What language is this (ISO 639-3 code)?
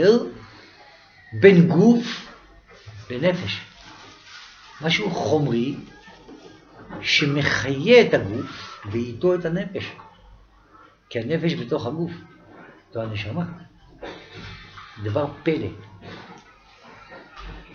heb